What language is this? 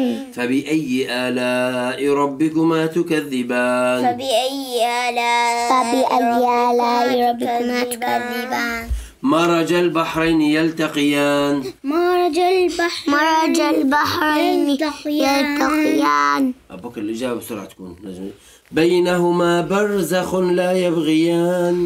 Arabic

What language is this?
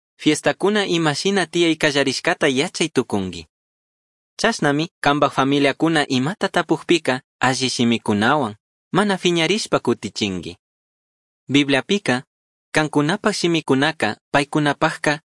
Chimborazo Highland Quichua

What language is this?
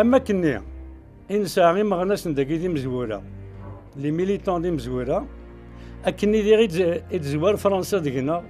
Kabyle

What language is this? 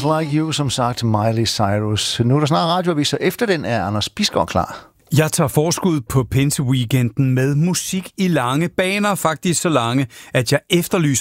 Danish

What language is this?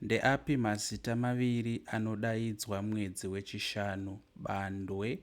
Shona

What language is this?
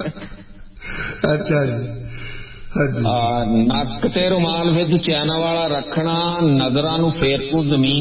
Punjabi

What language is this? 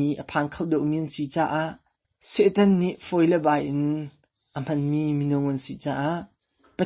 Hakha Chin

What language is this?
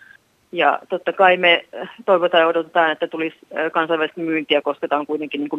Finnish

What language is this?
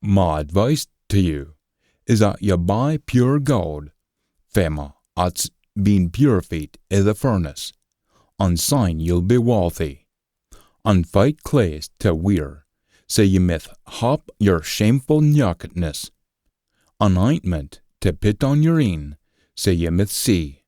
Scots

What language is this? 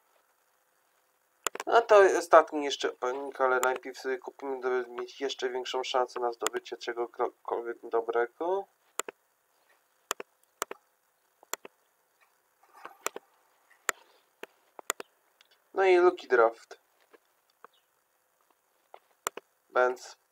Polish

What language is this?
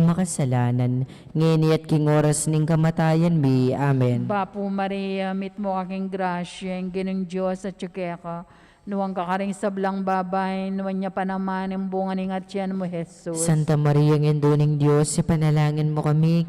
Pampanga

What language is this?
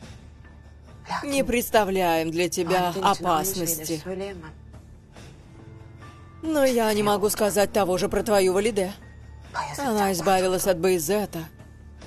Russian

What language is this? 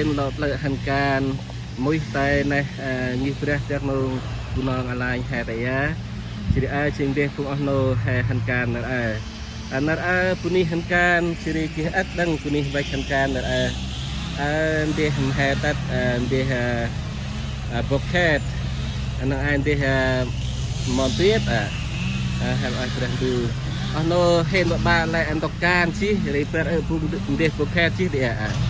Central Mnong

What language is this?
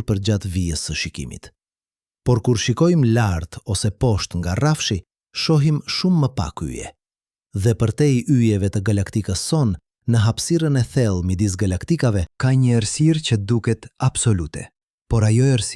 Albanian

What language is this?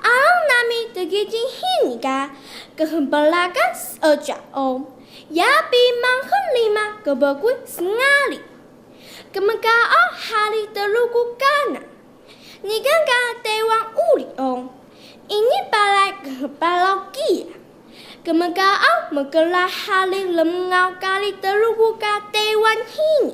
Taroko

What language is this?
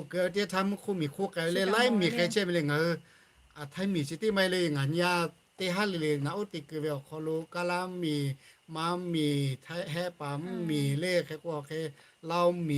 Lahu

